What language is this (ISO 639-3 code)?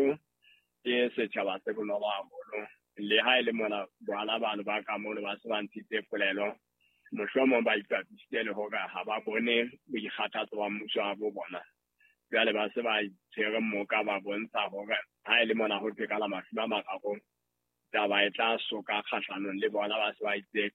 sot